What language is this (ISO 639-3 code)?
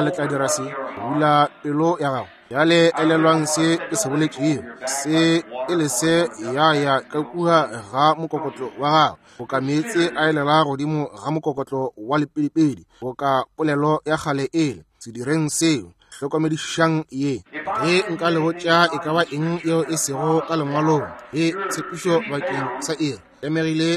nso